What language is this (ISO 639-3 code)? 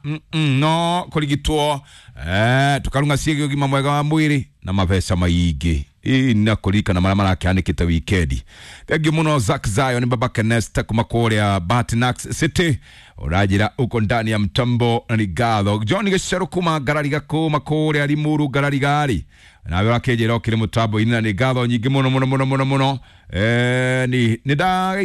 kik